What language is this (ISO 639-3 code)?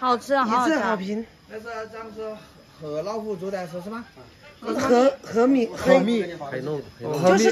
zho